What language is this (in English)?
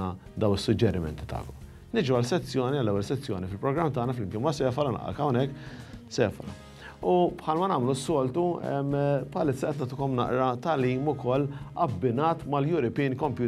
Maltese